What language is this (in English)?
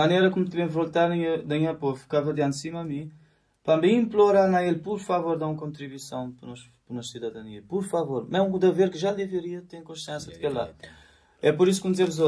Kabuverdianu